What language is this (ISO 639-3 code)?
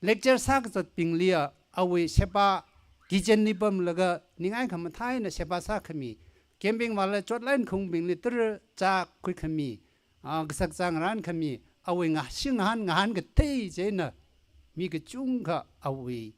nmf